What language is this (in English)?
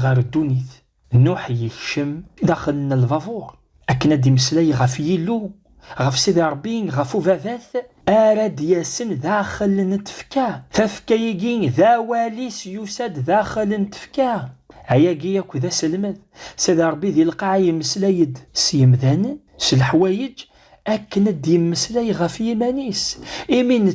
Kabyle